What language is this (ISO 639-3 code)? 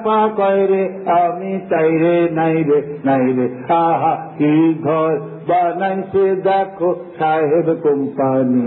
ben